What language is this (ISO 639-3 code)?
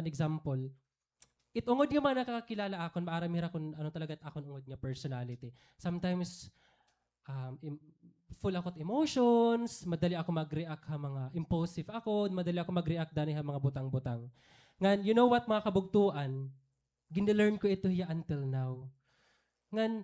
war